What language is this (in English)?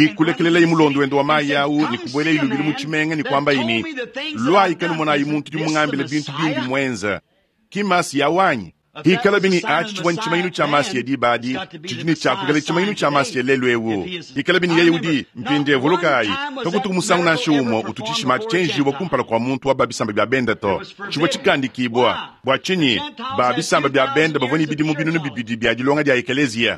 Luba-Lulua